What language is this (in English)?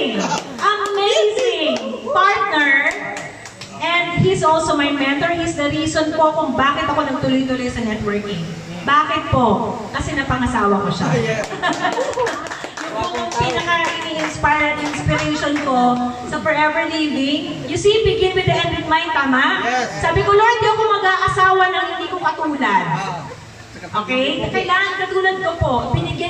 Filipino